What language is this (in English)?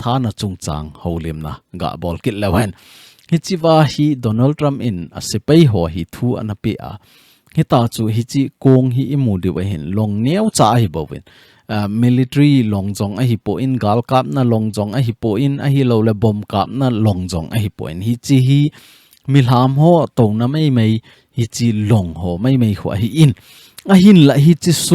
Thado Chin